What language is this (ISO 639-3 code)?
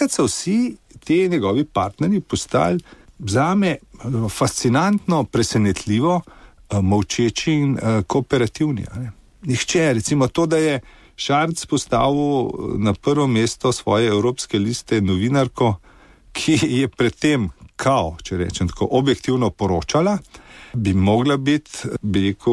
slv